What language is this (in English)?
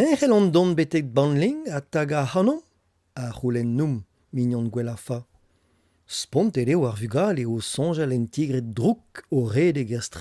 Breton